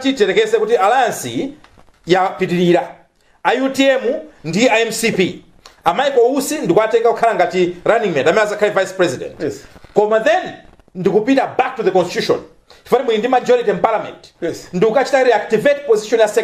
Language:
Nyanja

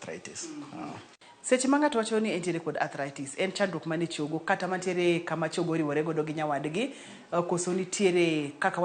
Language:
Luo (Kenya and Tanzania)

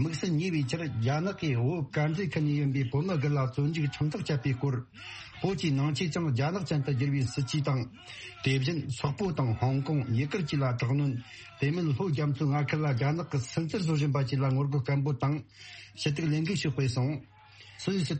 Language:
Tibetan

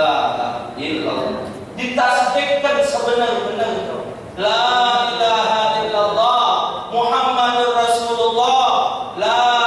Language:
Musi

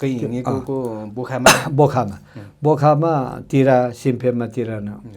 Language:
Nepali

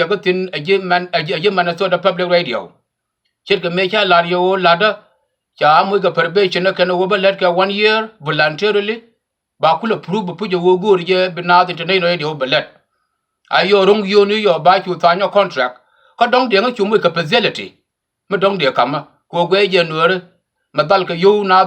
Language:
Nuer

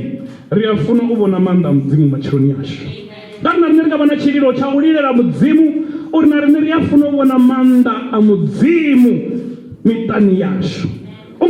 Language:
Venda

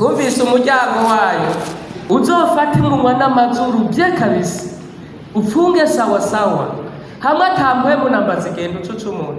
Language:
Rundi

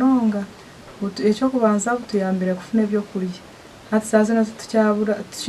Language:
Nyankole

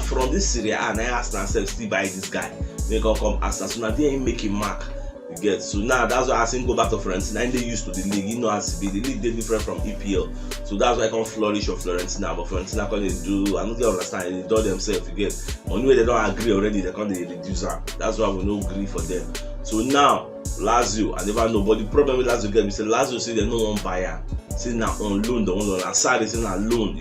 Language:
Nigerian Pidgin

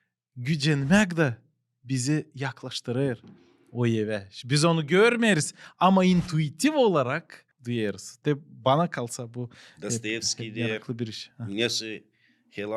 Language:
Gagauz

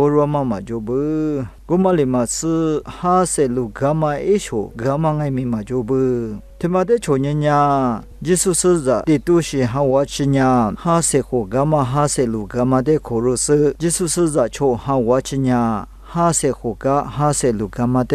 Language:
Lisu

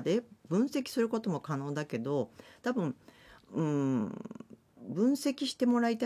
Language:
Japanese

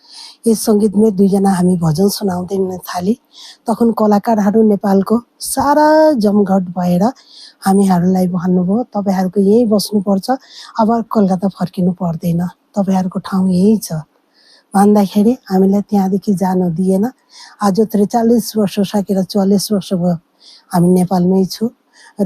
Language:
Nepali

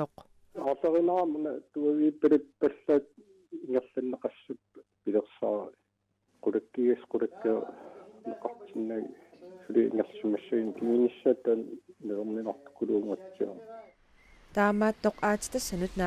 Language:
Kalaallisut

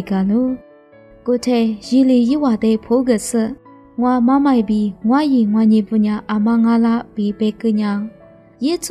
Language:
Lisu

